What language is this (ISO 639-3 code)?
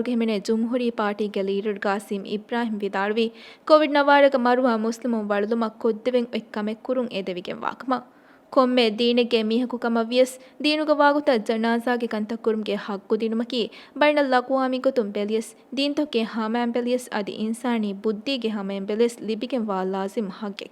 div